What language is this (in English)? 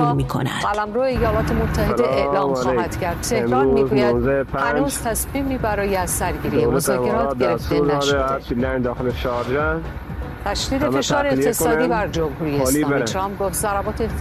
Persian